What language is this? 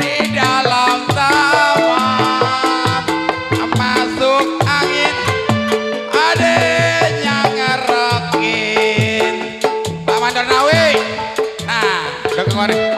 Betawi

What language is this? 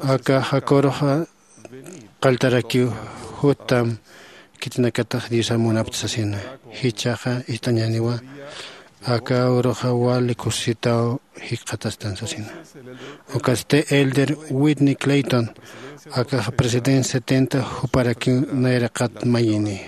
Aymara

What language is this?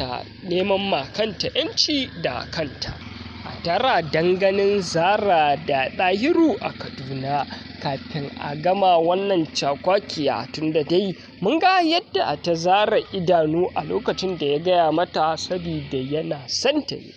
Hausa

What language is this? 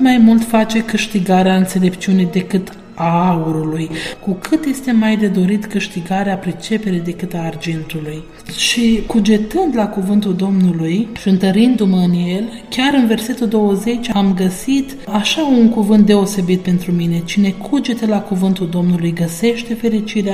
Romanian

